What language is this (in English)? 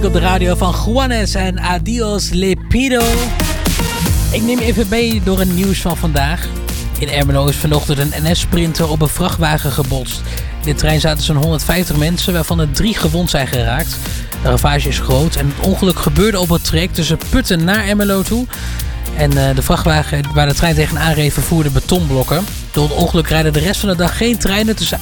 Dutch